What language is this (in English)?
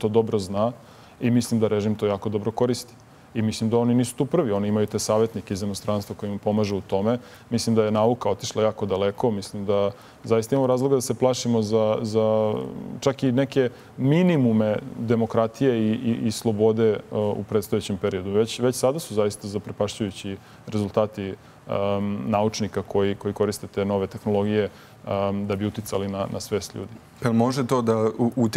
Serbian